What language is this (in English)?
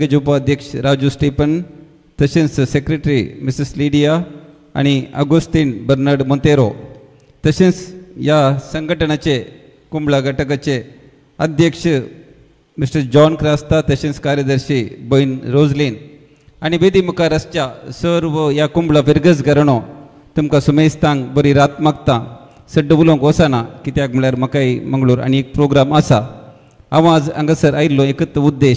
Konkani